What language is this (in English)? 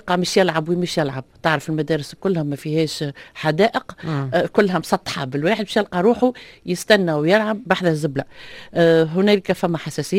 Tunisian Arabic